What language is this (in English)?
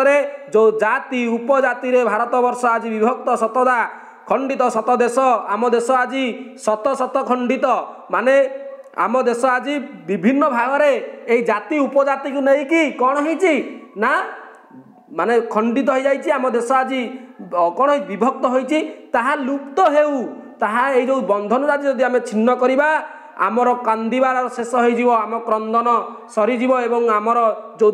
Odia